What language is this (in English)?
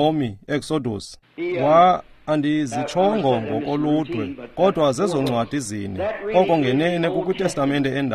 Xhosa